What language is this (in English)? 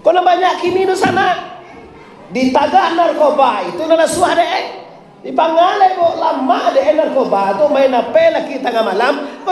Minangkabau